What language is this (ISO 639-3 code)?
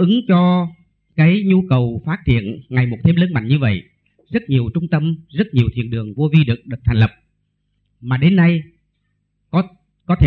vie